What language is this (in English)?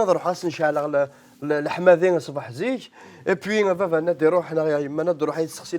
Kabyle